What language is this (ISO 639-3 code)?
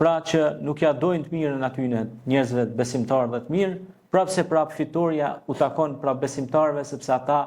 sqi